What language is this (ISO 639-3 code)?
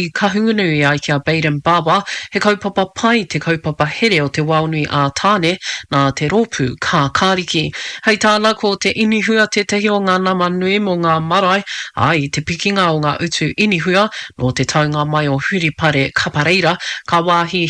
mri